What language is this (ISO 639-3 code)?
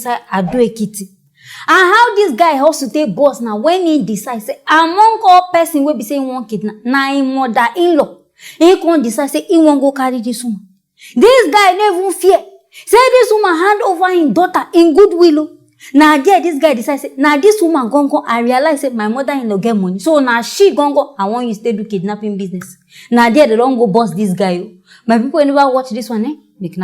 pcm